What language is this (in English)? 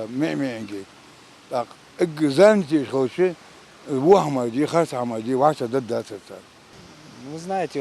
Ingush